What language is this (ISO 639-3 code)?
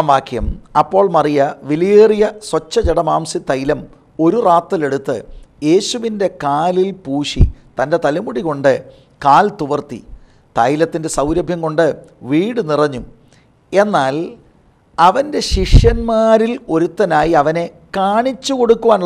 mal